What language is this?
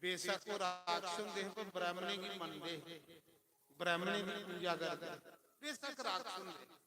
Dogri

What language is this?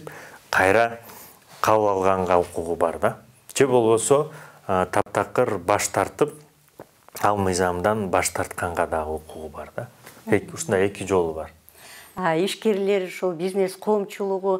Kyrgyz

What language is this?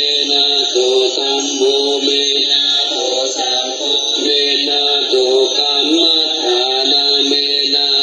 Pali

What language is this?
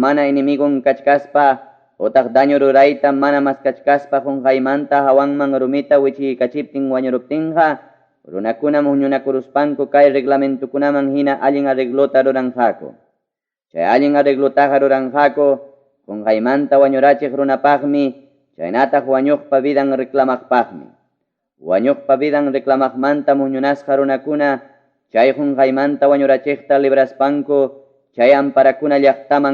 Ayacucho Quechua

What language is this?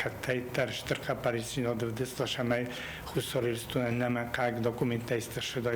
Ossetic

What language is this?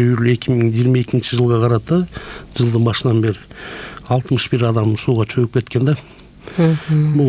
Kyrgyz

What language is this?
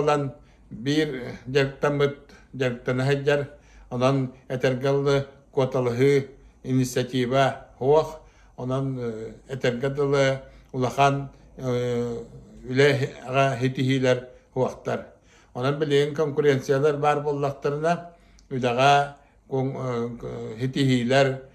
Yakut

